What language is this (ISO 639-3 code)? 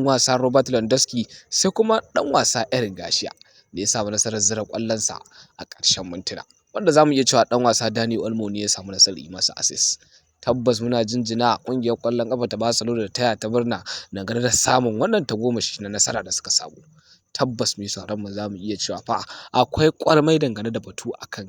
hau